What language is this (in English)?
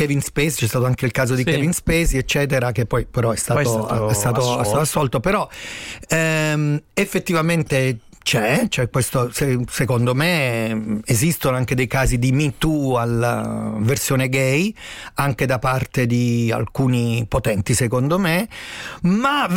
Italian